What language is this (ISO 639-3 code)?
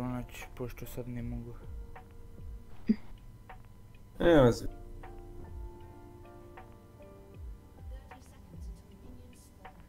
hrv